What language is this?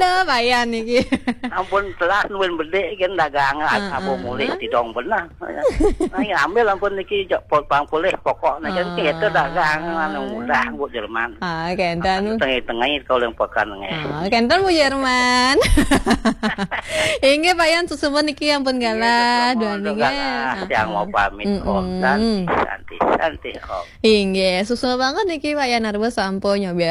Balinese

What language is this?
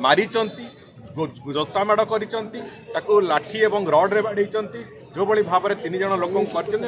Odia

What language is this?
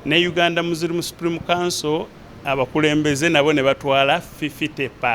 Ganda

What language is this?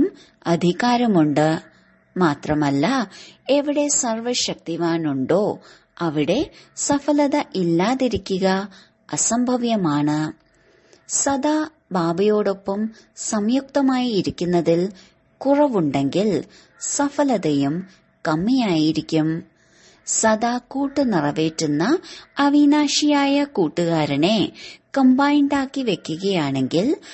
Malayalam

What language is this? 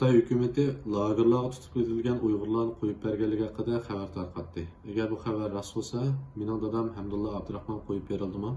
Uyghur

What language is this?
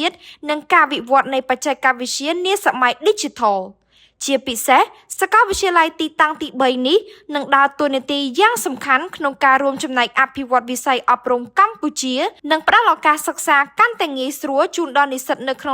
Khmer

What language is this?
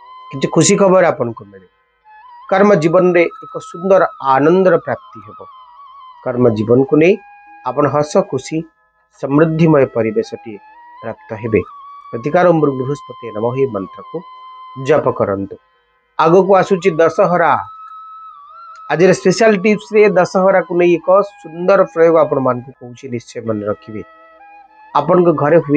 Odia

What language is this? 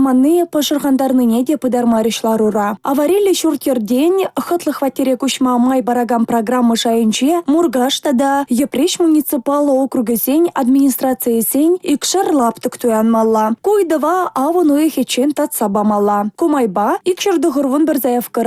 Chuvash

